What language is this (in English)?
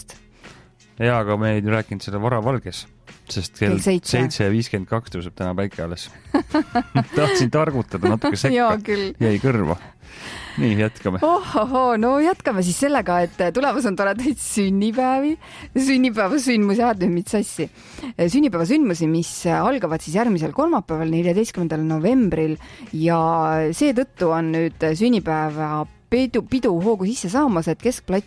Estonian